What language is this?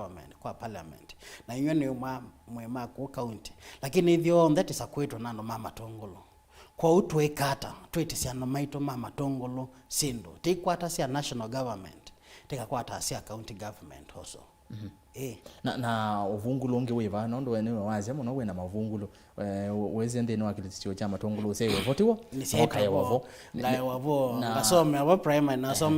Kamba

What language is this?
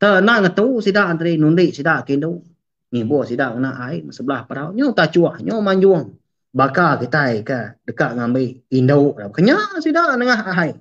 Iban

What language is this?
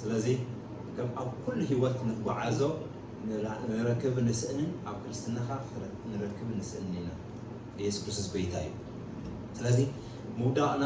Tigrinya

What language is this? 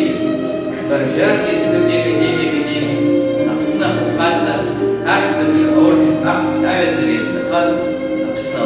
Abkhazian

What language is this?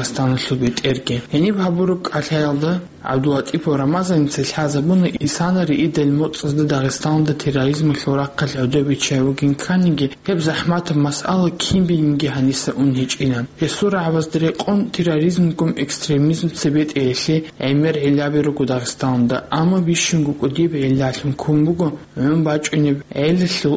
Avaric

